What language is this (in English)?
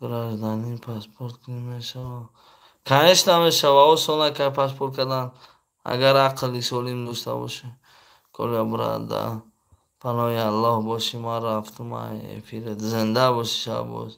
Tajik